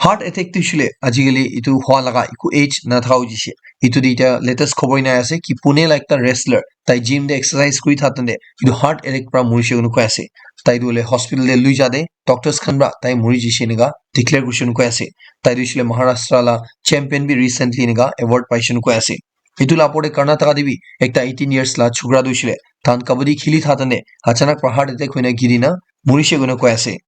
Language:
Naga Pidgin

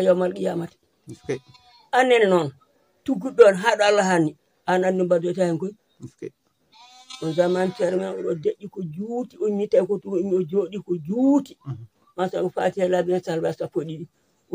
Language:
Fula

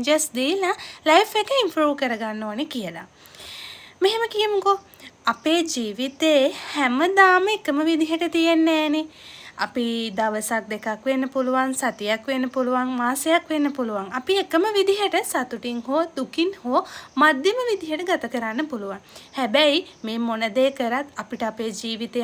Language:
Sinhala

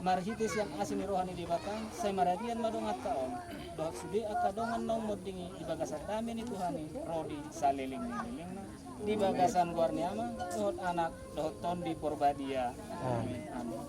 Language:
Batak Toba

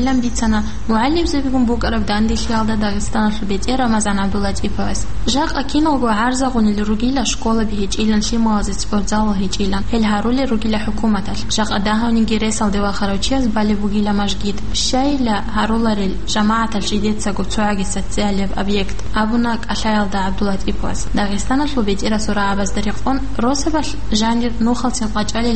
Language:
Avaric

